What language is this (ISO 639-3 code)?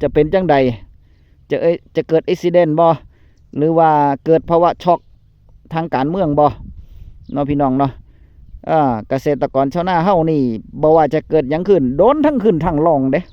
tts